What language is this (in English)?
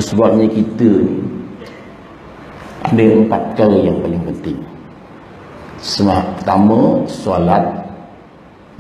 Malay